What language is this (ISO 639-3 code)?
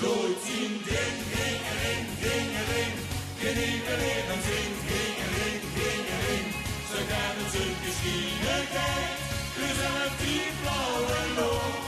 lim